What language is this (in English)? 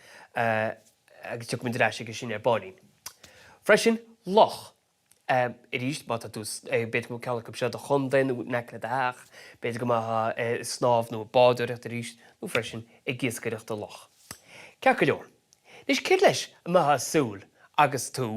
Irish